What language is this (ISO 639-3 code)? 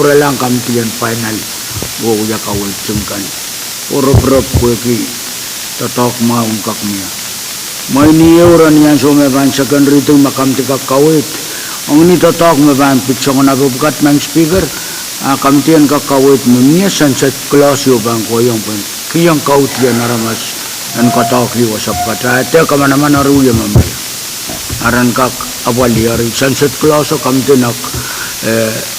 pon